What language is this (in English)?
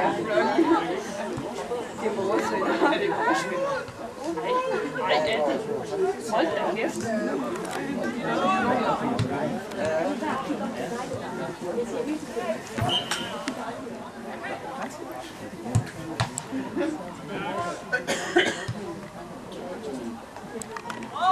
Danish